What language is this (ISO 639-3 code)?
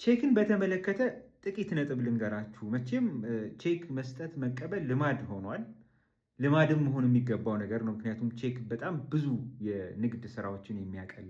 amh